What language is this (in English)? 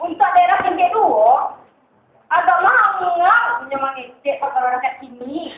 Minangkabau